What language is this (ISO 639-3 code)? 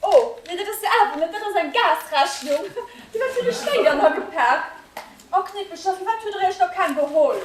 ltz